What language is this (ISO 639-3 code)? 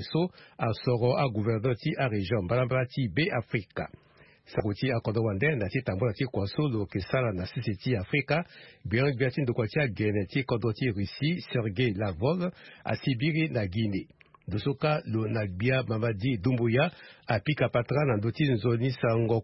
sag